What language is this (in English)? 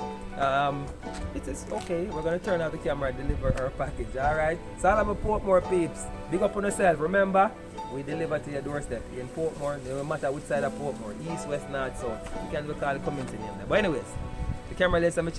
Jamaican Creole English